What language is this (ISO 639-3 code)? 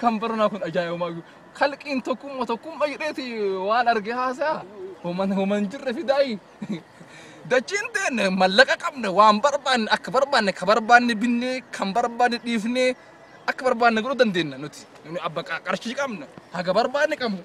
orm